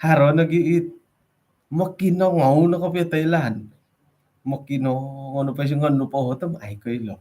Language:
Central Dusun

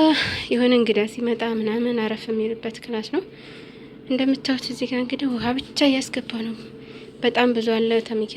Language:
Amharic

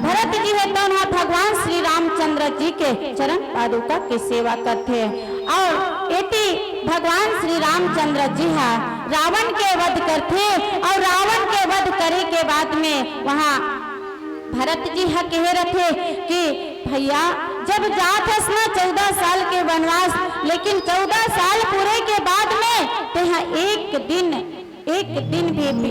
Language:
Chhattisgarhi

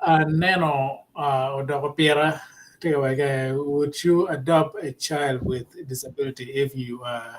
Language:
Acoli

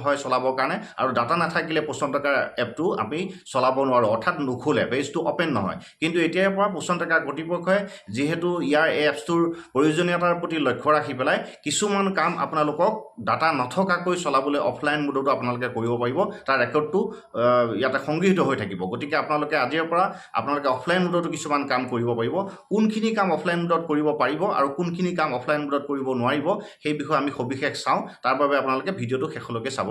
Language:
Assamese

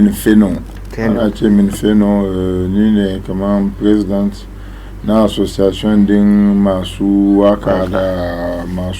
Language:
Hausa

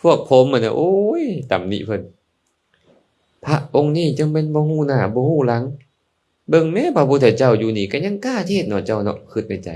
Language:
Lao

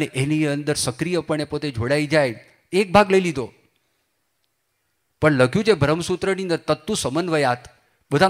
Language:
Gujarati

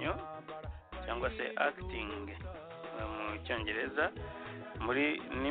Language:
Kinyarwanda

